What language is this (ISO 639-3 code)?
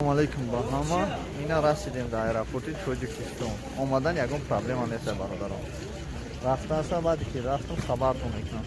tgk